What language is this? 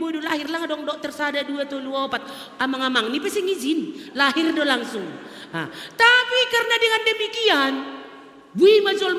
Batak Simalungun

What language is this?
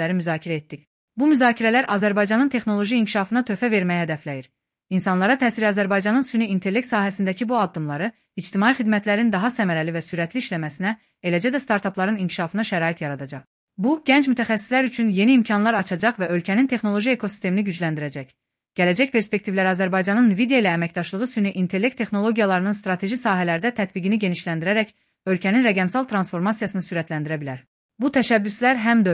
Azerbaijani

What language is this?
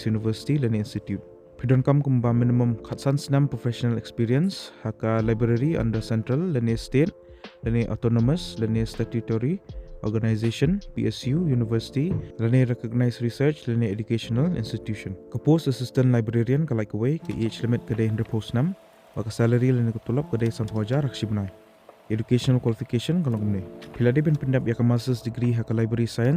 Khasi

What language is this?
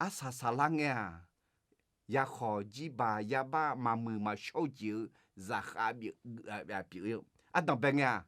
Akha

